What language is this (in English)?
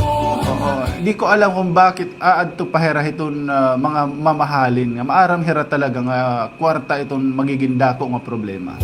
Waray